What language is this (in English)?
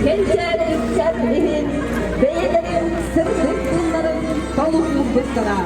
Yakut